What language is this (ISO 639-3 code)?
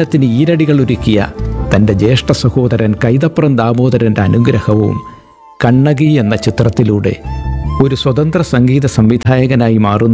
mal